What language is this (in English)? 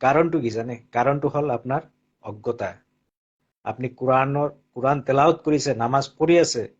Assamese